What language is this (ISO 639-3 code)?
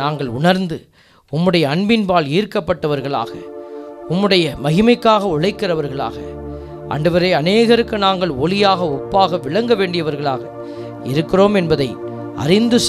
tam